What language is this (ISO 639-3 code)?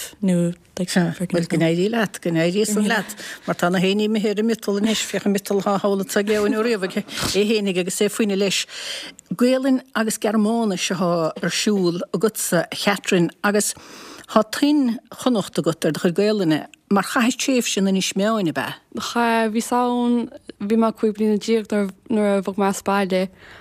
gle